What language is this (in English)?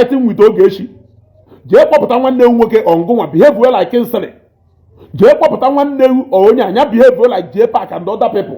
Igbo